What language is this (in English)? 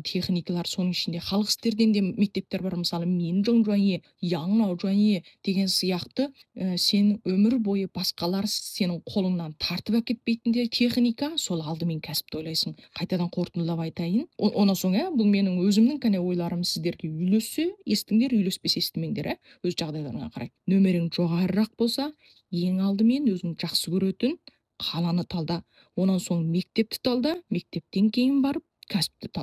Kazakh